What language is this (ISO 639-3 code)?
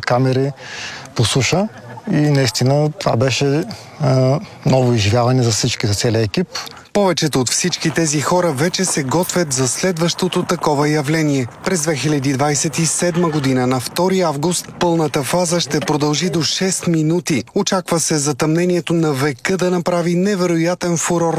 bul